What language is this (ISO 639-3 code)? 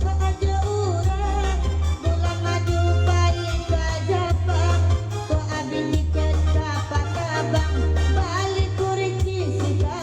min